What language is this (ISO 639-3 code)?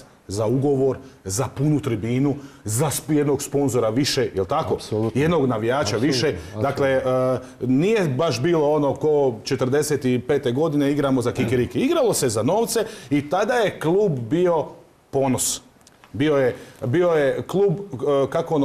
hrv